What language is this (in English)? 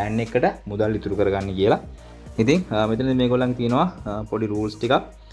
Sinhala